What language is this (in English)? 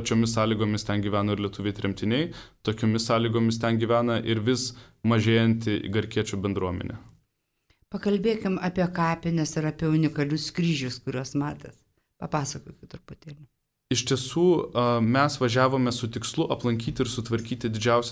Lithuanian